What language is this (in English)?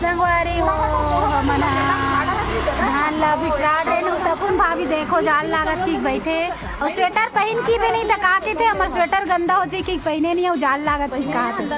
Chhattisgarhi